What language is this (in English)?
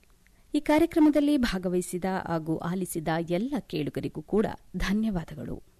Kannada